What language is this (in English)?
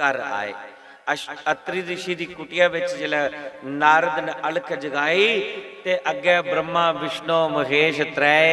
Dogri